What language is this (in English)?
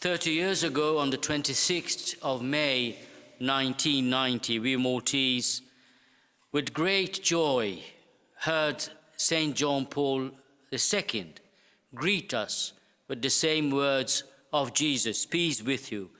English